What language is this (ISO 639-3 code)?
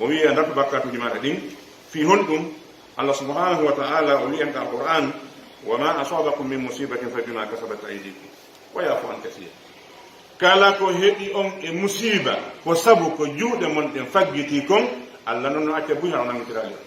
fuf